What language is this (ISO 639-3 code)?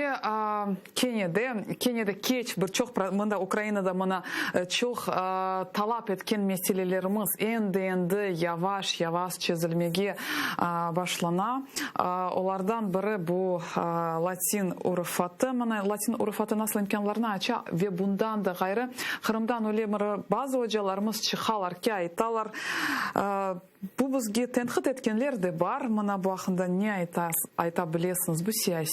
crh